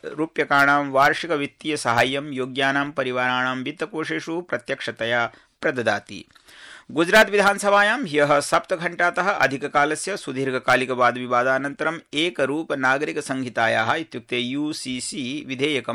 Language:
Sanskrit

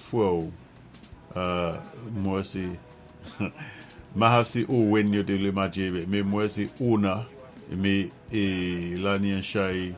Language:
Saint Lucian Creole French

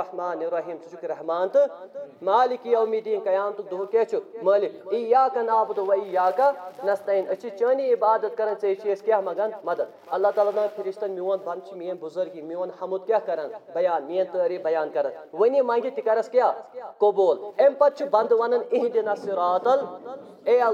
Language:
Kashmiri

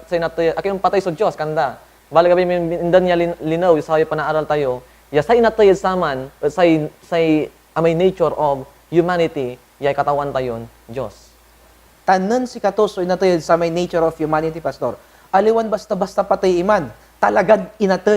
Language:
Pangasinan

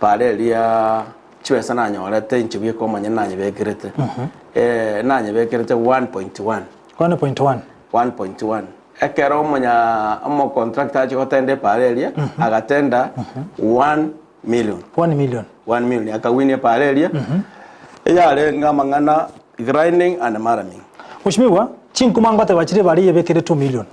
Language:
Gusii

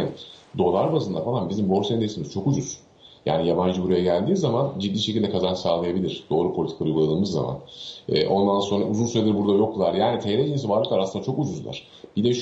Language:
Turkish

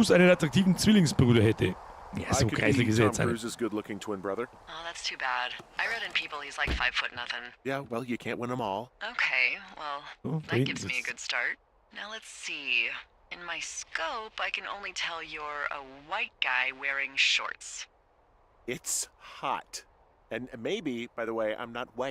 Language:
Bavarian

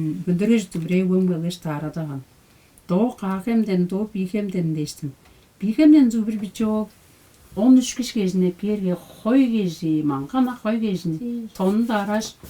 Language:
Tuvinian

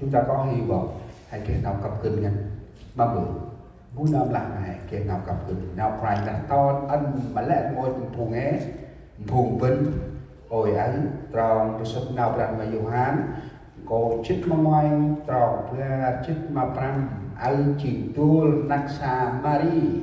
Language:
Central Mnong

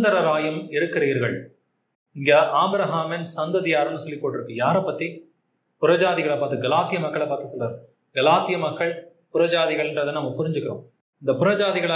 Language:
Tamil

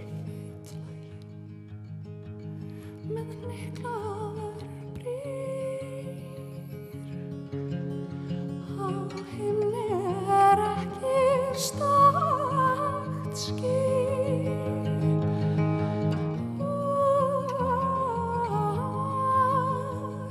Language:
Icelandic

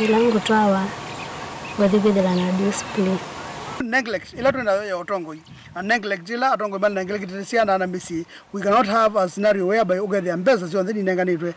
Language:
Kamba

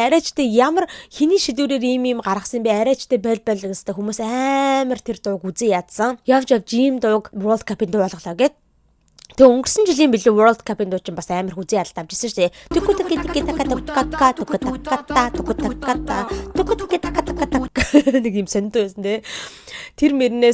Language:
Mongolian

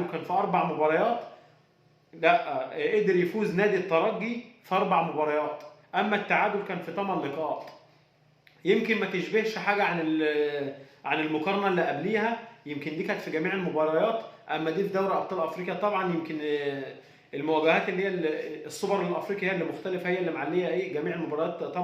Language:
Egyptian Arabic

